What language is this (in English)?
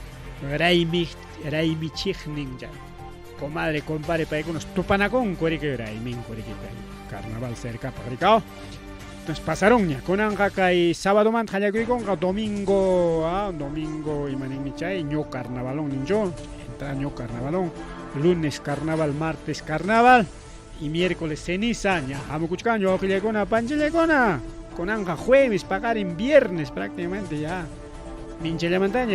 Ayacucho Quechua